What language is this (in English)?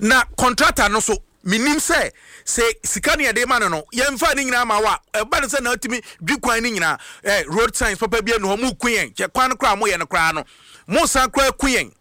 Akan